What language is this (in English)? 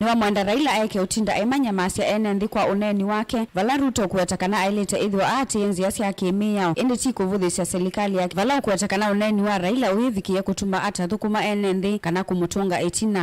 Kamba